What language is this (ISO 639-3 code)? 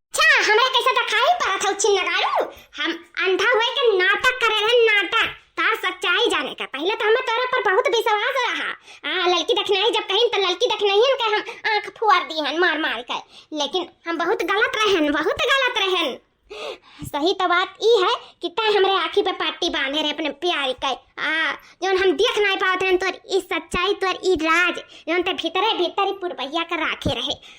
awa